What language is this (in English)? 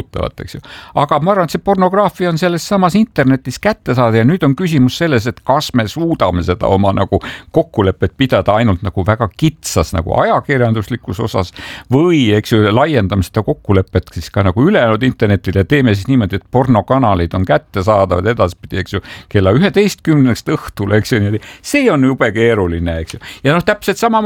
Estonian